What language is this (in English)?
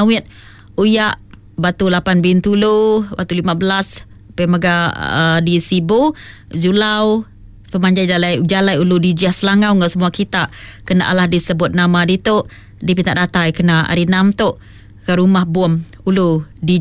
Iban